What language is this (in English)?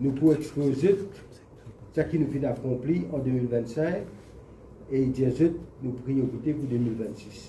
Morisyen